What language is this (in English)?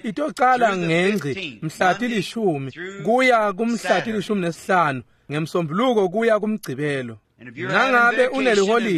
Swati